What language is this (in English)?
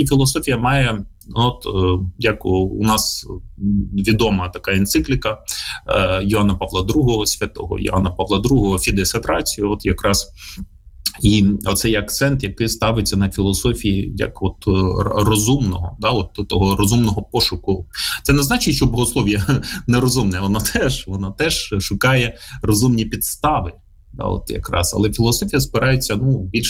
Ukrainian